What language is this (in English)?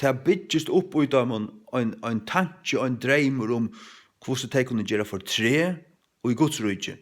Faroese